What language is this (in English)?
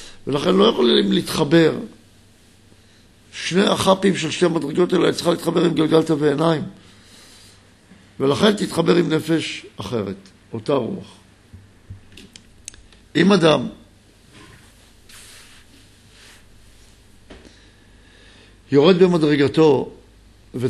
Hebrew